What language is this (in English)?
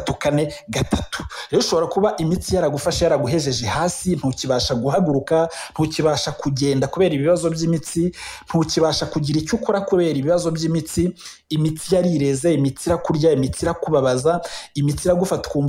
Kinyarwanda